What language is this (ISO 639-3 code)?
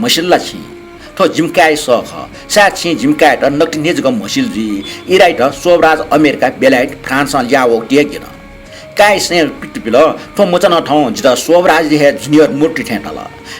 new